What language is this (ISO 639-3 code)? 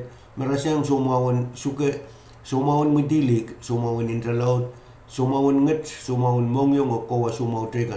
pon